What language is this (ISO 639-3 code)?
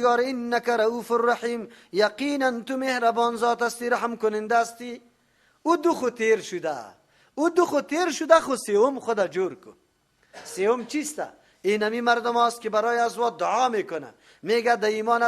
fas